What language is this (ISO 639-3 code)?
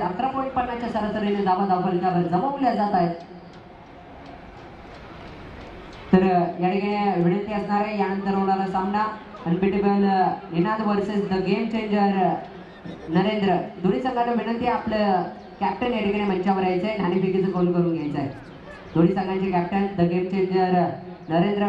mar